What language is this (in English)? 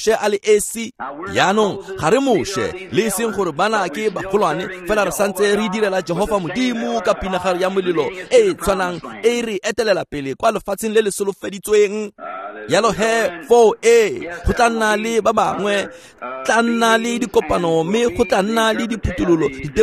Tswana